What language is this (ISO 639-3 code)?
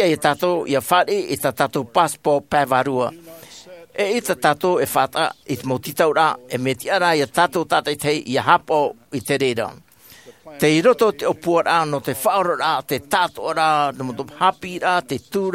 tah